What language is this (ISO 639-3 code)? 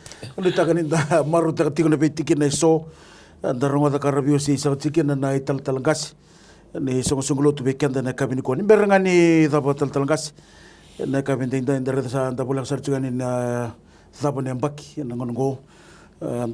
fij